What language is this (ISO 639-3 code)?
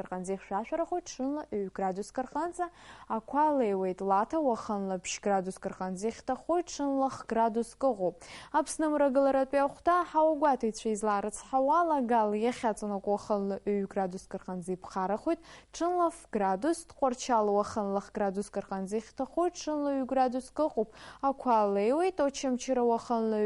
abk